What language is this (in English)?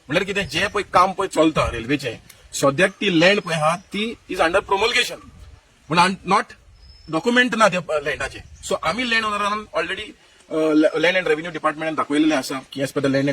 Konkani